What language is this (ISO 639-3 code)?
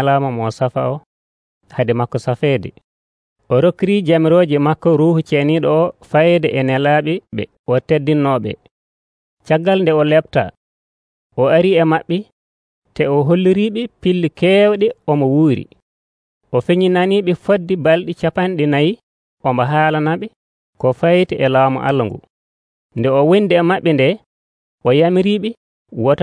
fuv